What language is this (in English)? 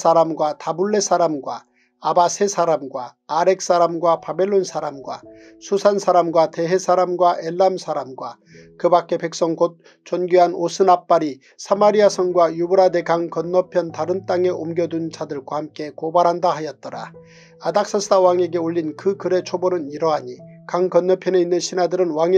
Korean